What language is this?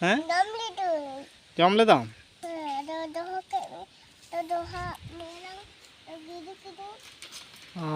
Santali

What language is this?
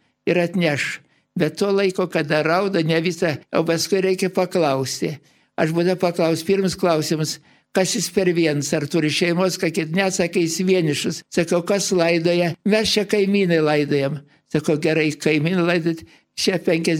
Lithuanian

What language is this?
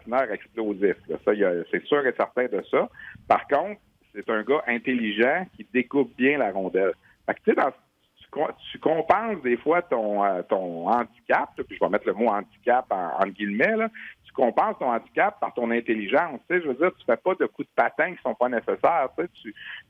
French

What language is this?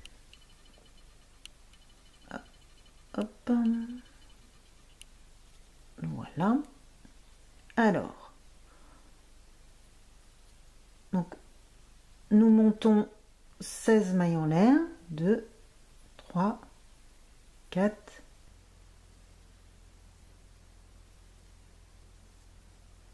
French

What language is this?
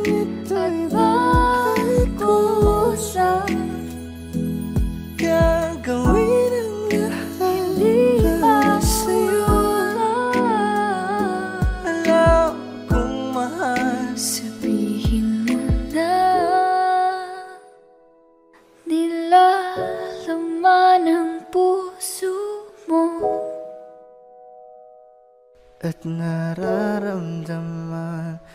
Filipino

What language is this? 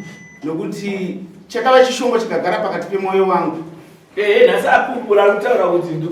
Shona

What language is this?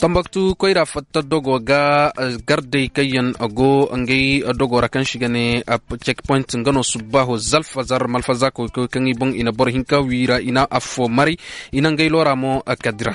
Koyraboro Senni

